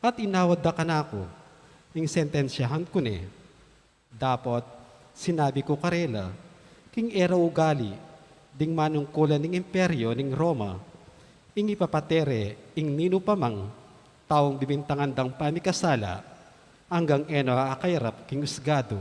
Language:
Pampanga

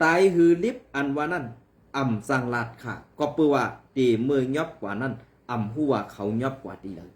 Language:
Shan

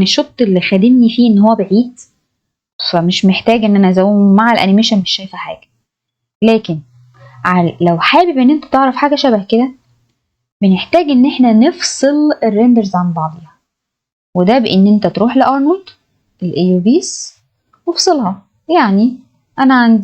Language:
Egyptian Arabic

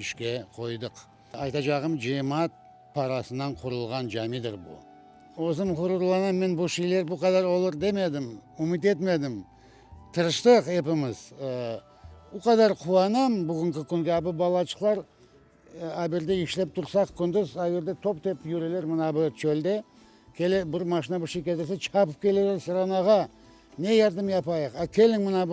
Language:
Crimean Tatar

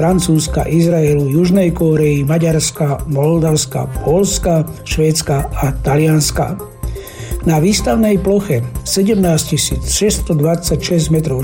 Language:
Slovak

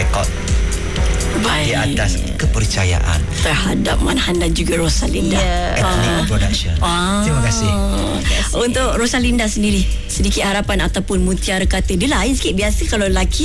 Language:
Malay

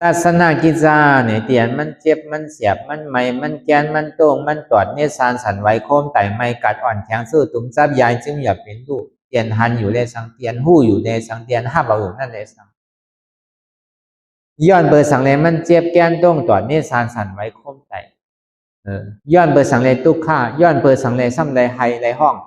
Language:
Shan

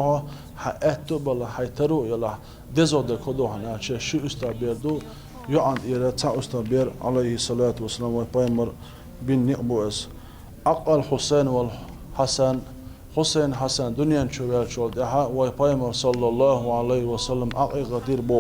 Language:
Chechen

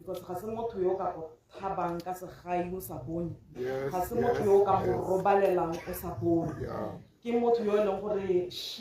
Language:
Tswana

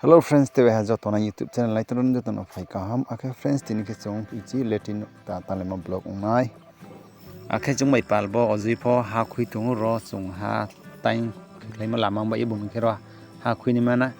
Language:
Riang (India)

